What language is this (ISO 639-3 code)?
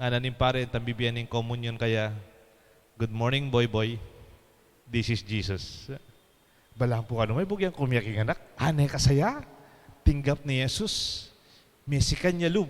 pam